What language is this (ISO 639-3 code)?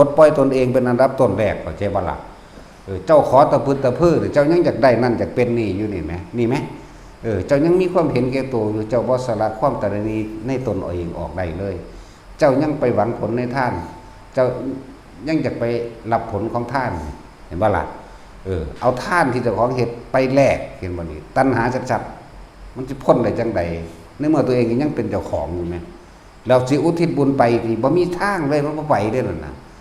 tts